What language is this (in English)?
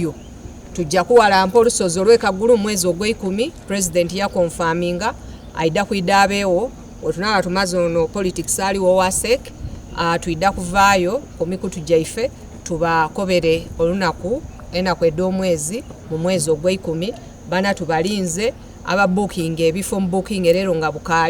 Soga